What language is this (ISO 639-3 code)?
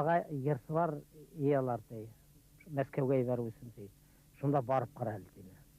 bak